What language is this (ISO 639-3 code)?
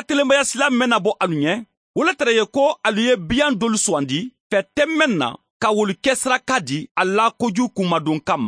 man